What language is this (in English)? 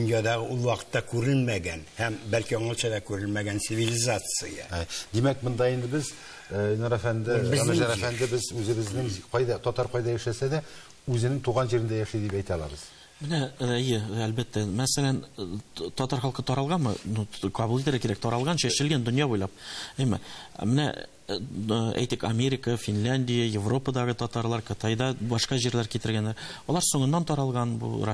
Tatar